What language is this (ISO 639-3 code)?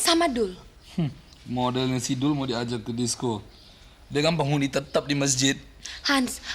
bew